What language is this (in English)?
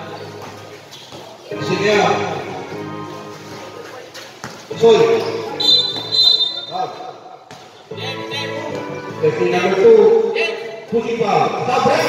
Filipino